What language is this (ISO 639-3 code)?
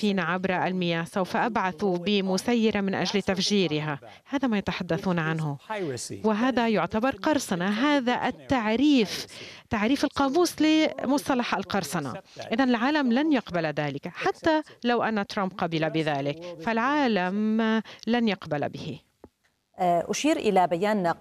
ara